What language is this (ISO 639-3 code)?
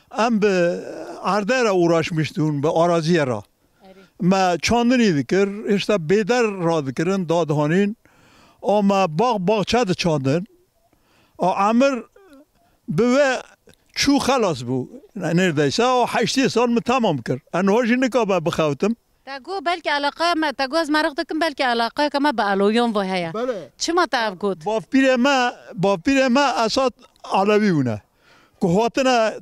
kur